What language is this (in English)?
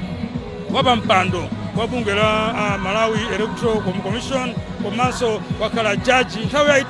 Nyanja